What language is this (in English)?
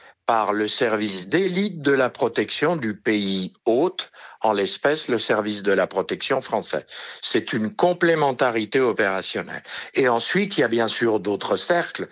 French